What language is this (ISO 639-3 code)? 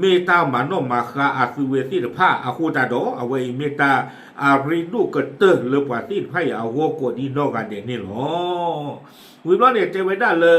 ksw